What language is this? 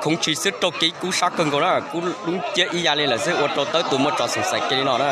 Hmong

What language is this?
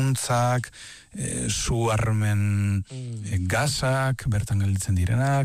Basque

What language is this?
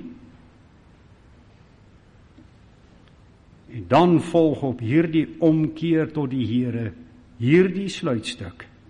Afrikaans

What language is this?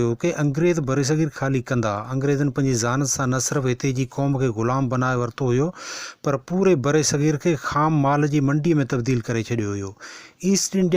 Sindhi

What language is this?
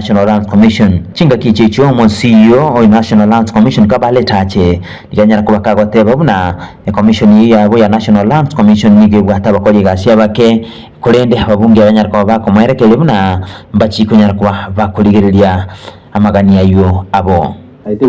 Gusii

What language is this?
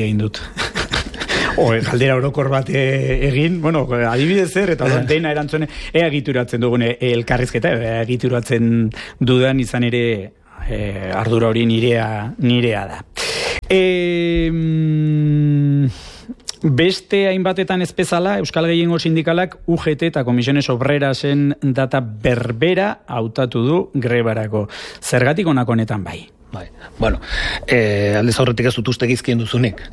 Basque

